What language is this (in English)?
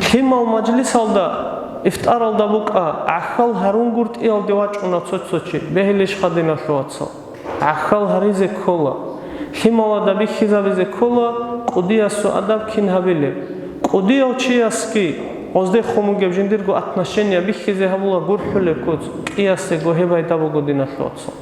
Avaric